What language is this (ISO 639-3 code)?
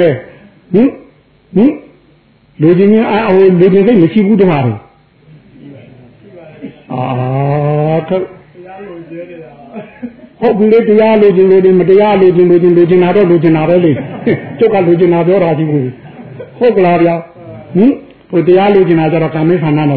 mya